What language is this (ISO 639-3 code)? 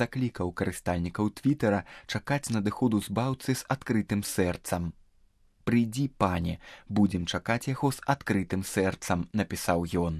bel